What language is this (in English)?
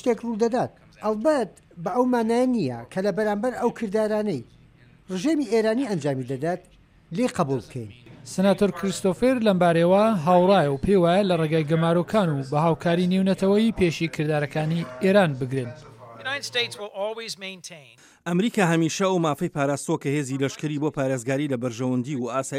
Central Kurdish